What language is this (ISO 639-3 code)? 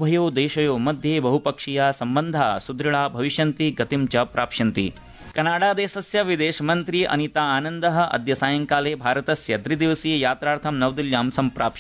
san